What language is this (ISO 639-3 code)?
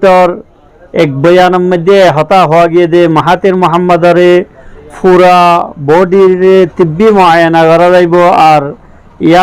rhg